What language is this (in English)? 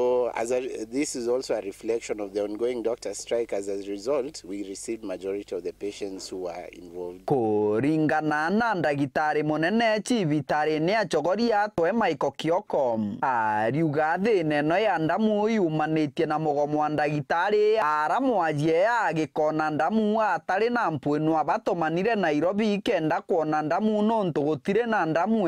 Meru